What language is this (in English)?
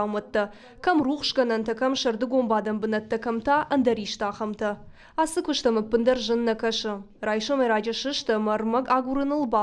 Ossetic